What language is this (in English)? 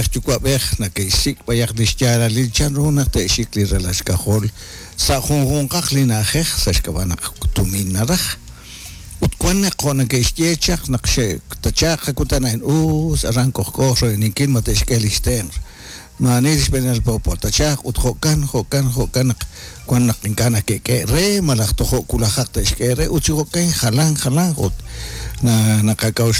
Kekchí